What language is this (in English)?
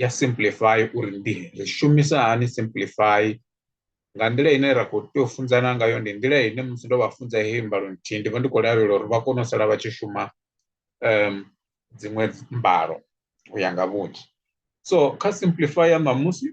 Venda